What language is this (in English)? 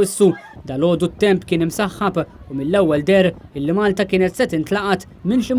Maltese